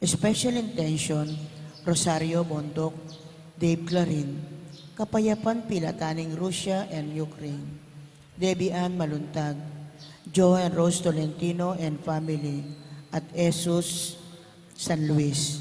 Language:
Pampanga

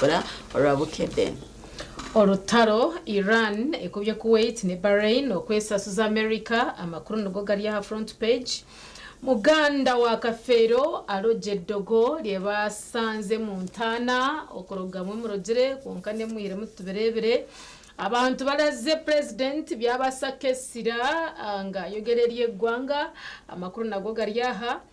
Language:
Nyankole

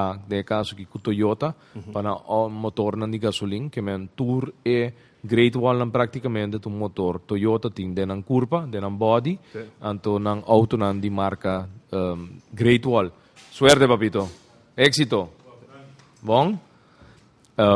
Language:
Papiamento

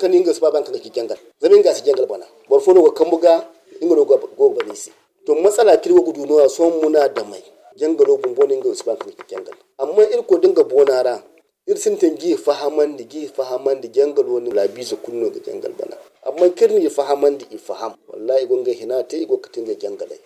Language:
Zarma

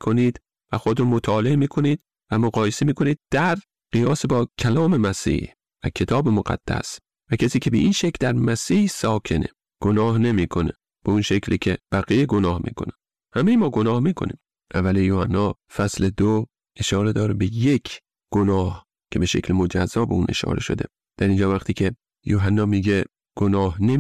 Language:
Persian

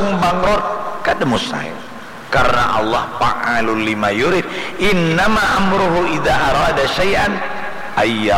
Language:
Banjar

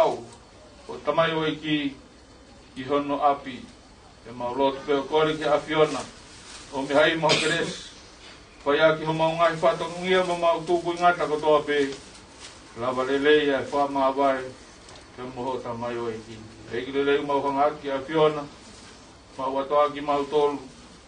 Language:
Tongan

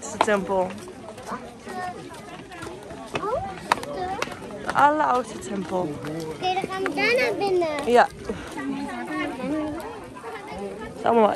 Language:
Dutch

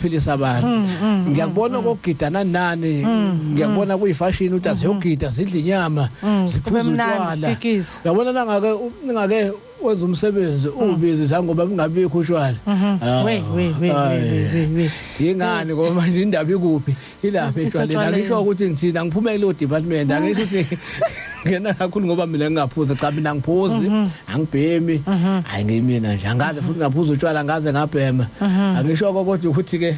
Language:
Zulu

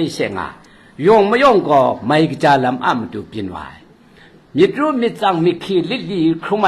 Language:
Kachin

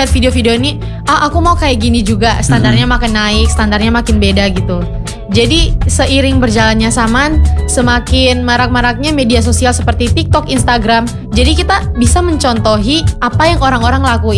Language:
Indonesian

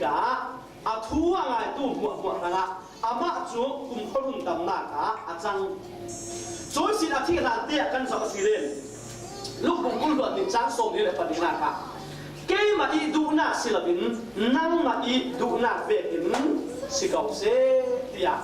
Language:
Falam Chin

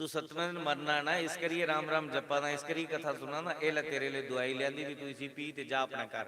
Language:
Dogri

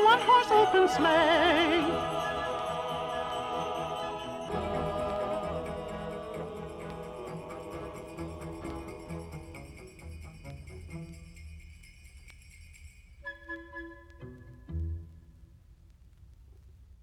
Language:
Icelandic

